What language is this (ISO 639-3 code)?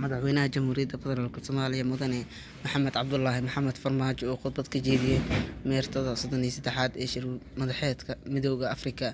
som